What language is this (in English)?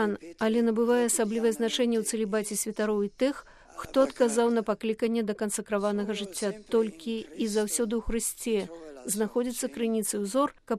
Belarusian